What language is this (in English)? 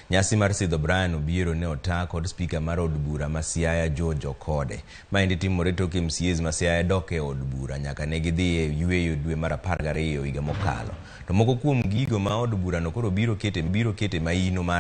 Luo (Kenya and Tanzania)